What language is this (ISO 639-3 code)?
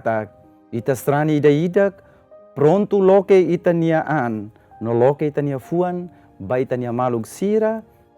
tet